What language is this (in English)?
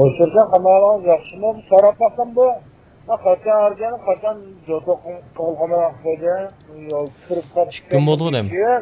Uyghur